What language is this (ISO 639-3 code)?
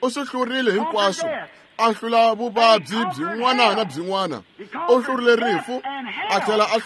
tso